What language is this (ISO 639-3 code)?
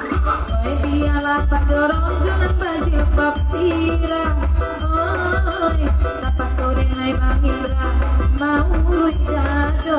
min